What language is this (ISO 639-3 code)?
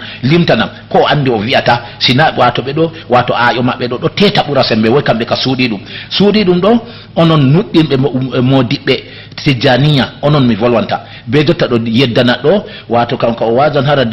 ful